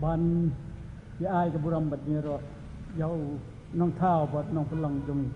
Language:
Khasi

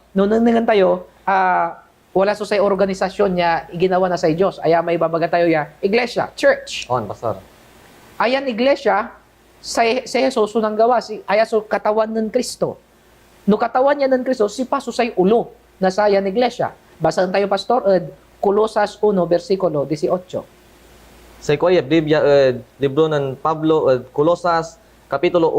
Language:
Pangasinan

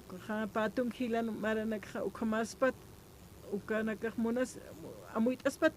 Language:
Aymara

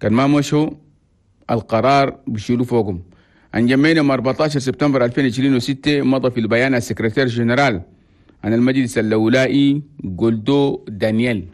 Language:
Chadian Arabic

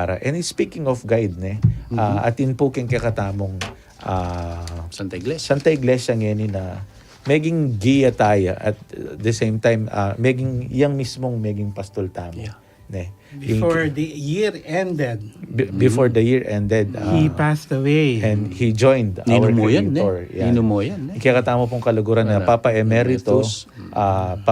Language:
Pampanga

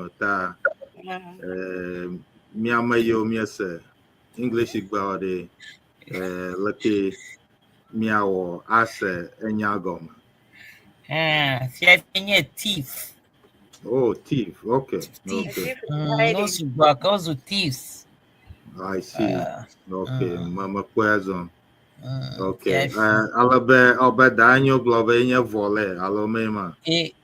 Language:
Ewe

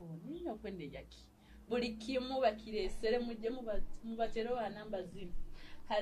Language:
Nyoro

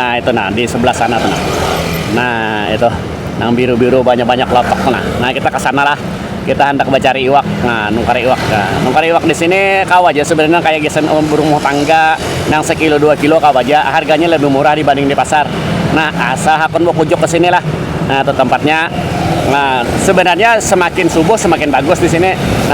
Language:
Banjar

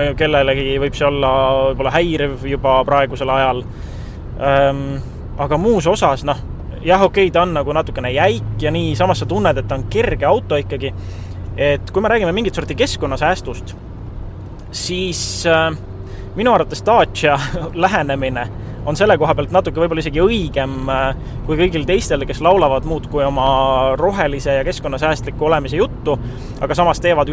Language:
Estonian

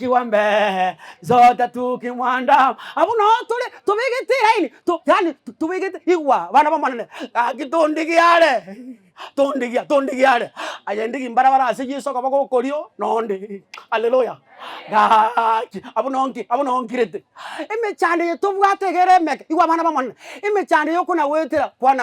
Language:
Gusii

